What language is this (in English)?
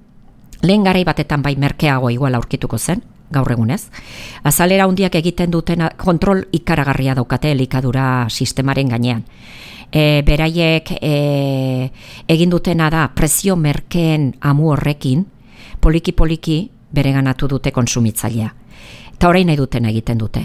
Basque